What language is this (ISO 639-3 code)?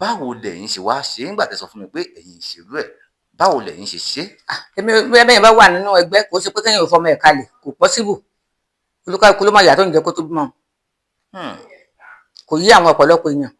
yor